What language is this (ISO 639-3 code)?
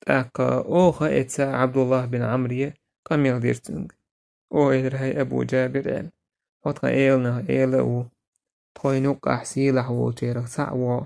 che